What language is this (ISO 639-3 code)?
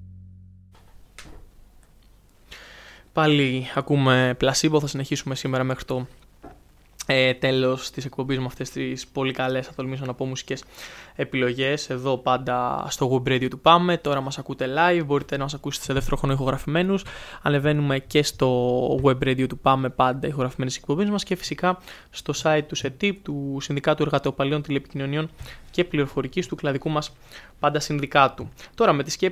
ell